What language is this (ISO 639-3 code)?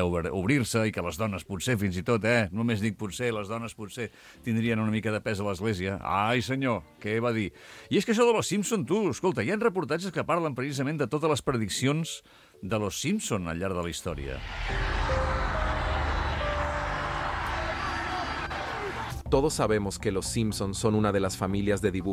cat